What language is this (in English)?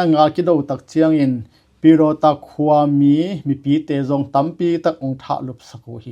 Tedim Chin